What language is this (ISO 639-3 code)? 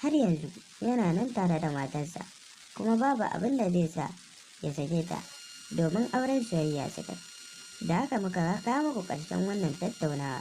hau